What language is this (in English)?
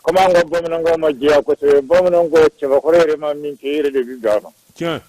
Bambara